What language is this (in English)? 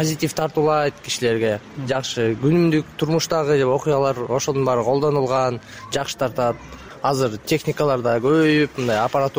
Kyrgyz